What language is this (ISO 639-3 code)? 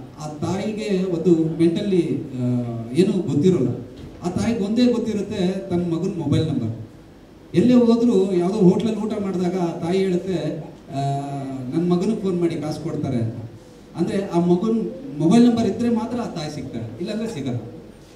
kan